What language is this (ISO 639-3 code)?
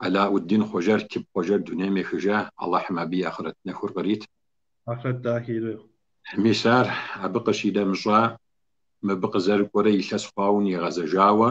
kbd